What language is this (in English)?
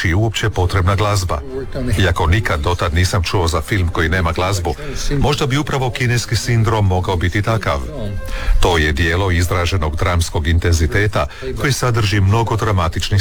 Croatian